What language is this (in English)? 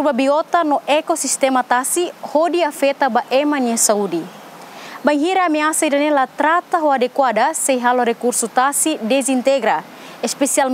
Tetum